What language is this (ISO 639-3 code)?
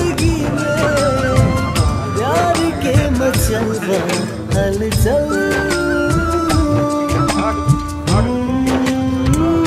bho